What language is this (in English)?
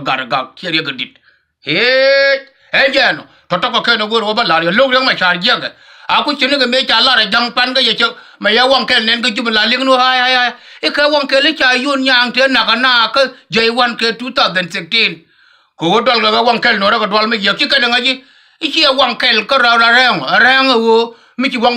Nuer